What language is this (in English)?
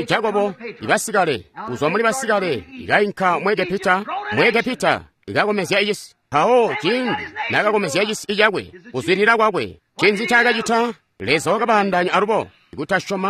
Tonga (Zambia)